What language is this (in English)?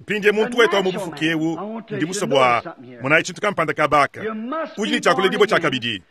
Luba-Lulua